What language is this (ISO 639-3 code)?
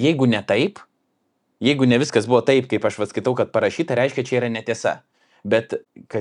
lit